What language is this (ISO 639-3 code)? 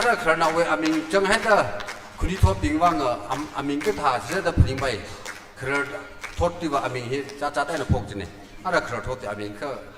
nmf